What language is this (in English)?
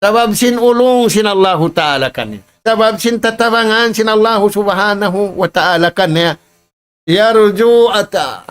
Tausug